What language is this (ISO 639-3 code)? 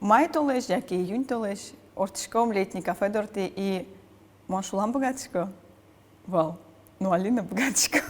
udm